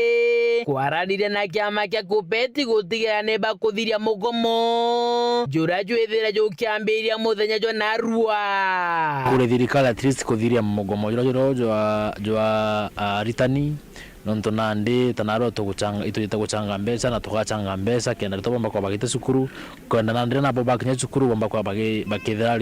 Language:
Meru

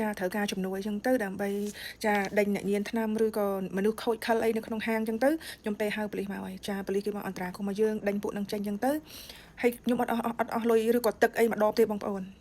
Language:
Khmer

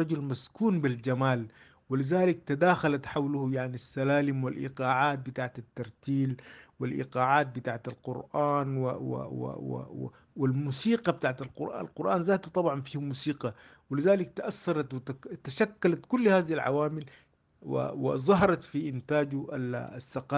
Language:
Sudanese Arabic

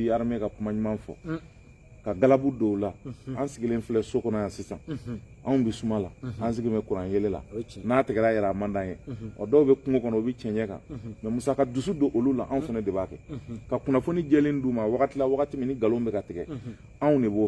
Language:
Bambara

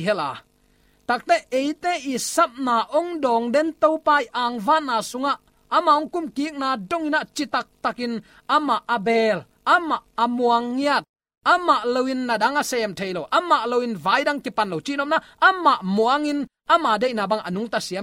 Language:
Tedim Chin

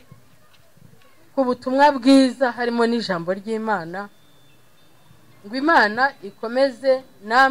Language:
Kinyarwanda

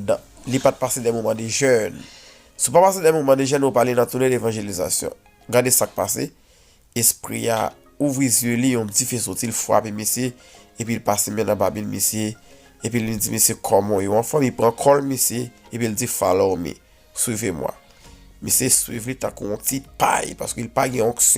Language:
Haitian Creole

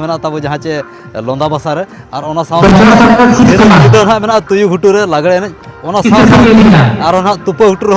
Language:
Santali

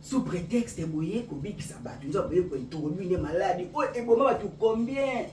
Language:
Lingala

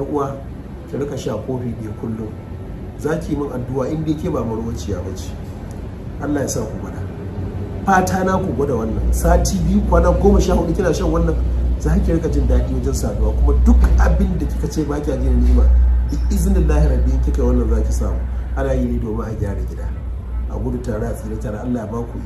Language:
Hausa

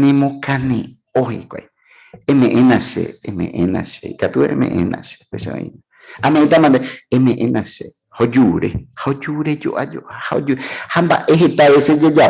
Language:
Guarani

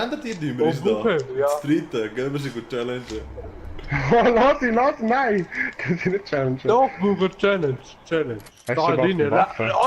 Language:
Swiss German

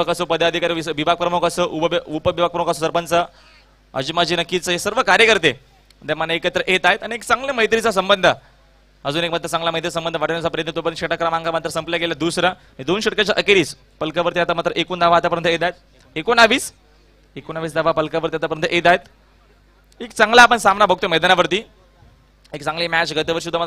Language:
Marathi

